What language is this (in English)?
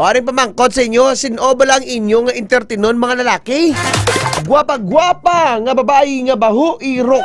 Hiligaynon